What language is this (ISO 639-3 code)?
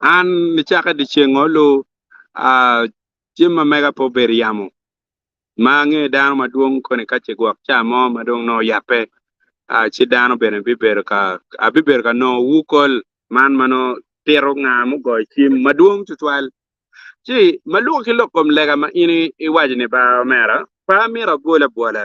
ach